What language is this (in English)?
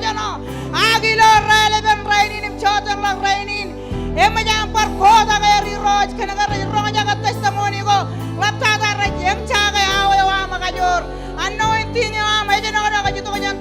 Marshallese